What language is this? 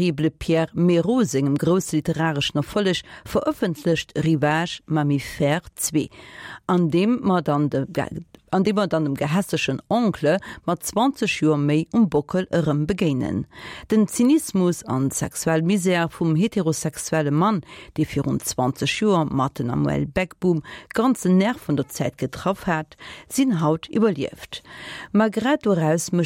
Luxembourgish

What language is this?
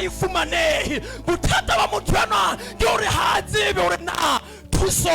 Southern Sotho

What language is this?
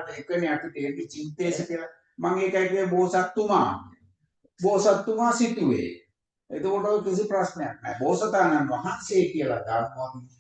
Sinhala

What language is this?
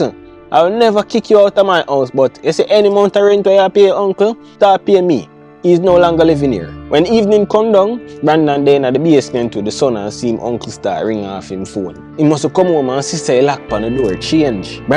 Jamaican Creole English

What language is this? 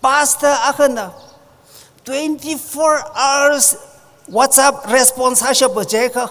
Tangkhul Naga (India)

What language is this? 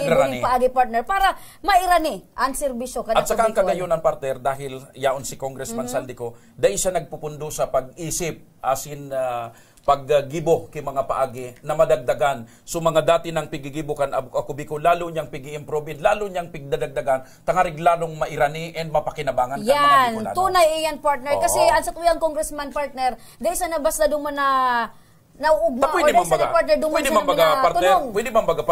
Bikol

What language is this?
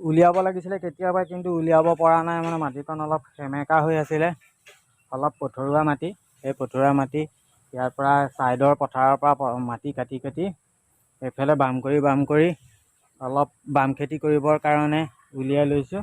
Assamese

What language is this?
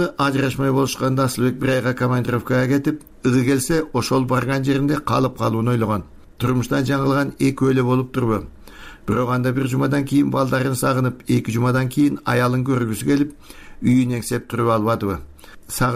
Kyrgyz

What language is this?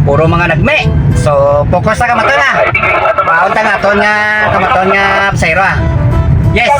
Hiligaynon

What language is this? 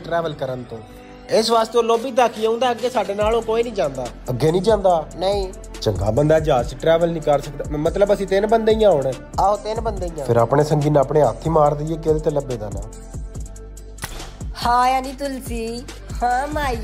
Punjabi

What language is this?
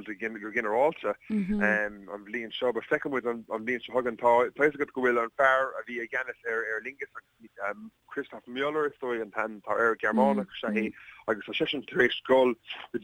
Irish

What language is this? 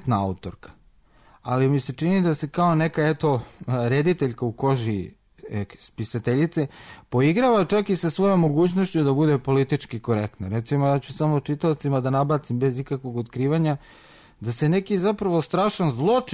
Serbian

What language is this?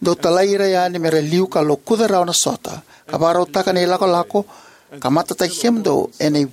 Fijian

